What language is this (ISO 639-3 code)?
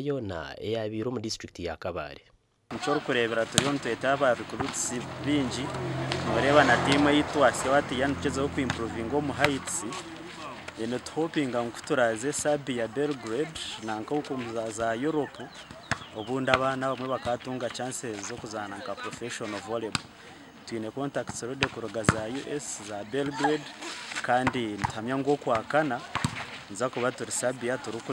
nyn